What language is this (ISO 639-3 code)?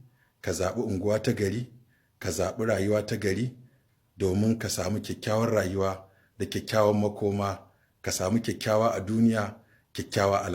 hau